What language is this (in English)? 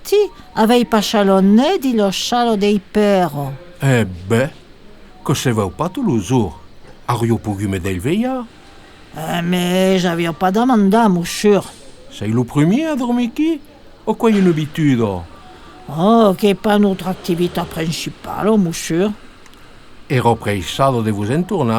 Occitan